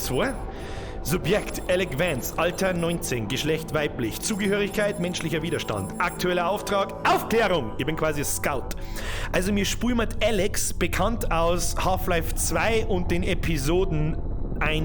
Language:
Bavarian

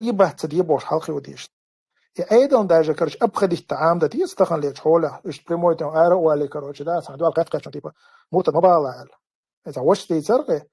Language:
Chechen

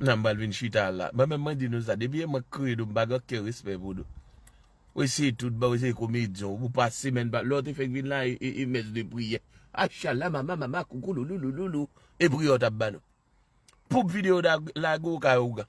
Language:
Haitian Creole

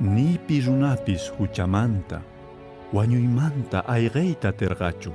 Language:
Quechua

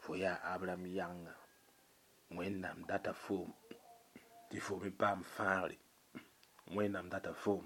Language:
Mossi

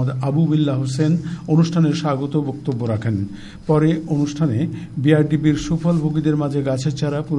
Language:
Bangla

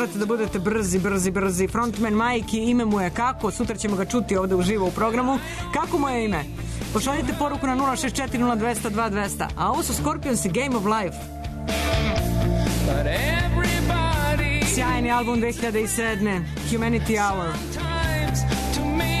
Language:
Serbian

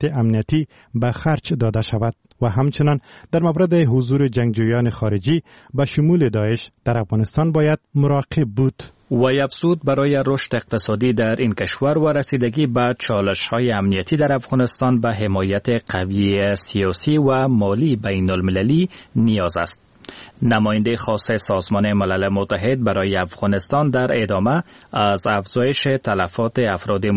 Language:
Persian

